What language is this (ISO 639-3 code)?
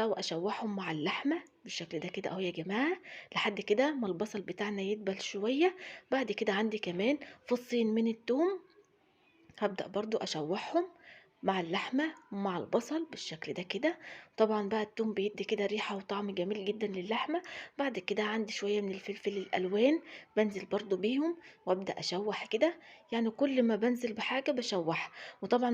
arz